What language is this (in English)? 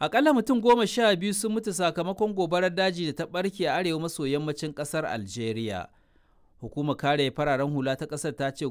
Hausa